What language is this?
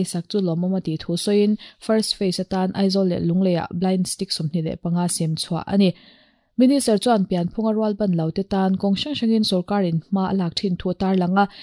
Mizo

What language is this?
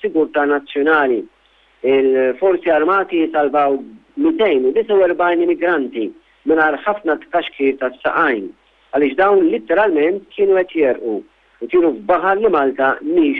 Maltese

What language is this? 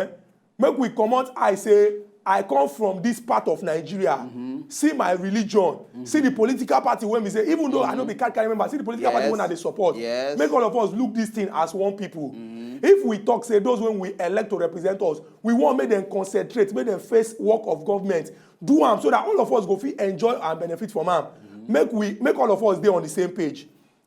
Nigerian Pidgin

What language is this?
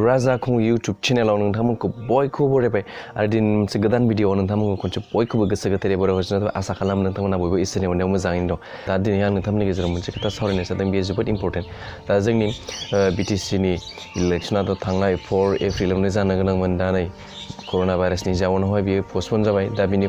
Bodo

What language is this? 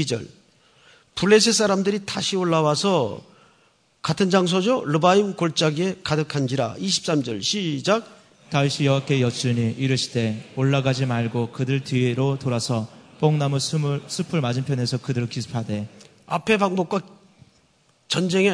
Korean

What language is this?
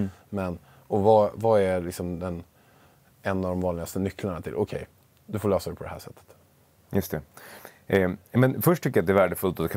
Swedish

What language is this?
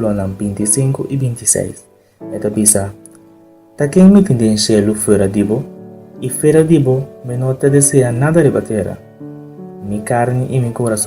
Papiamento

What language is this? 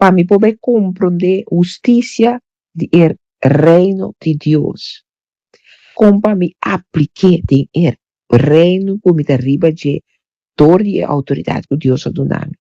Papiamento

